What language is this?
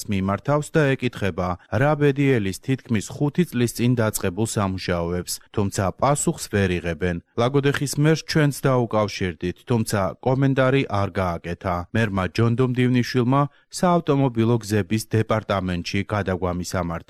Georgian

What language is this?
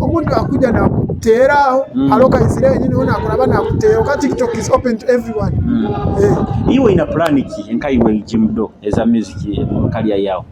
Nyoro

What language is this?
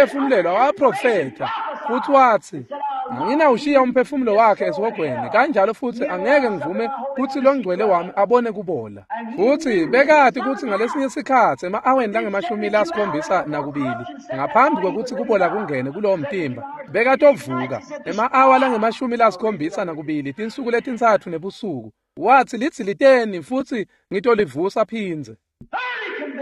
Swati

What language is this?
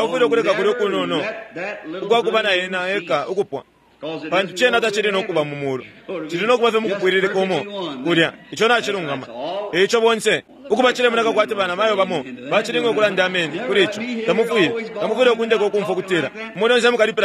Bemba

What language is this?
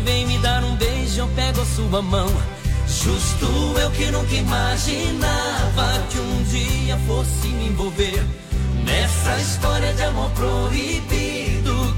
Portuguese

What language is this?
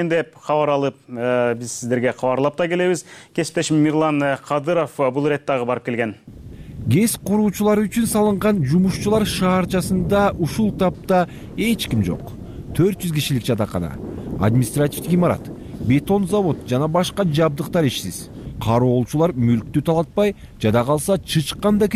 Kyrgyz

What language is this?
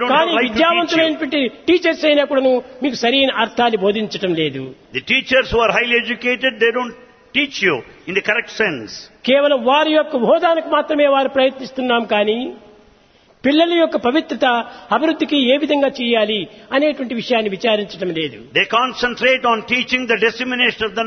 Telugu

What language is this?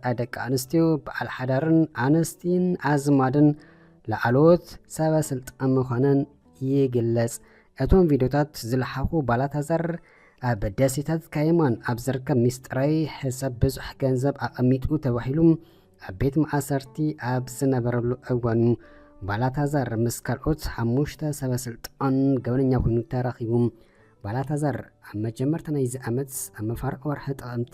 Tigrinya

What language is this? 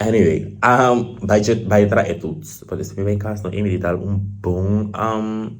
Papiamento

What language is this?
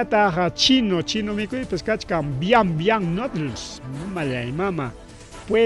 Ayacucho Quechua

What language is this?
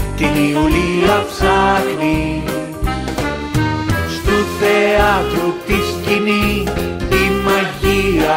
Greek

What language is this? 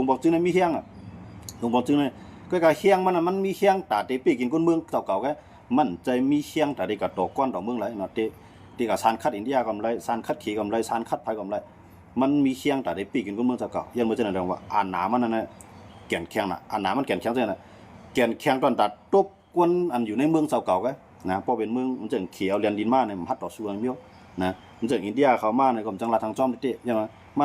Shan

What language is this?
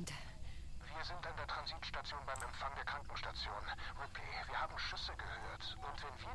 Bavarian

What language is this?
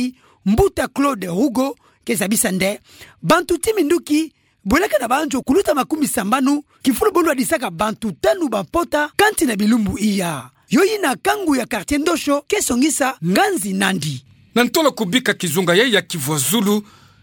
Kituba (Democratic Republic of Congo)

